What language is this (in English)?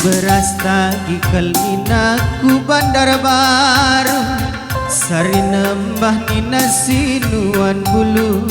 Batak Karo